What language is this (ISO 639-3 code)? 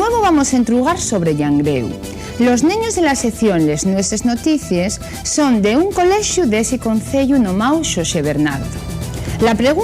ast